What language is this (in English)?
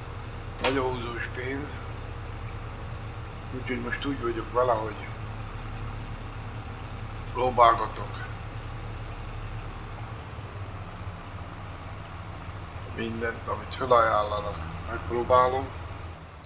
Hungarian